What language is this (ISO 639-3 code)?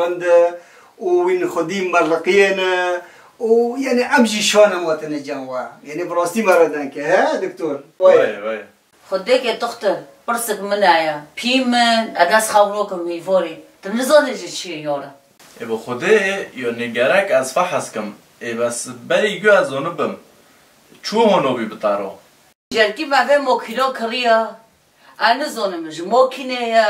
kur